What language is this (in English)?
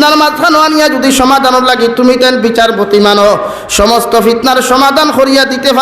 Sylheti